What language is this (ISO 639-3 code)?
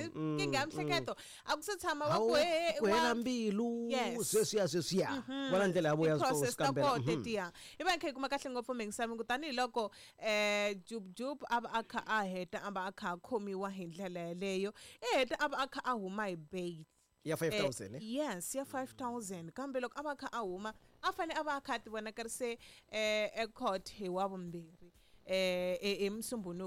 tso